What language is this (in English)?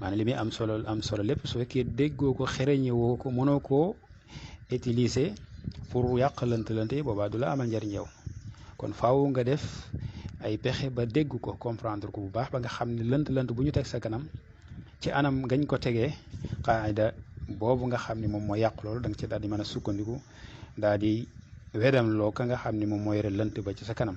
Wolof